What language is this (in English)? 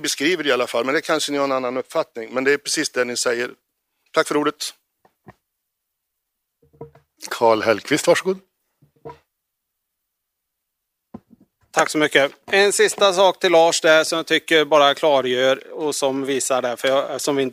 Swedish